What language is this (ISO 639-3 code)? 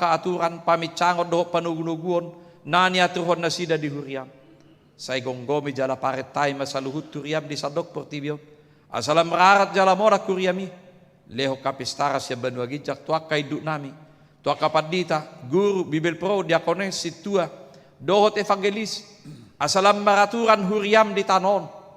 bbc